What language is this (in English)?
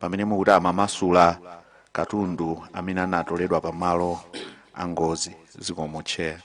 Nyanja